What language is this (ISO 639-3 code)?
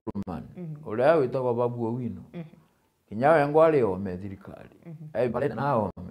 mer